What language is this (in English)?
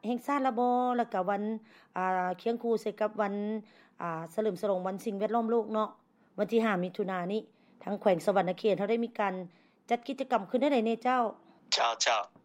Lao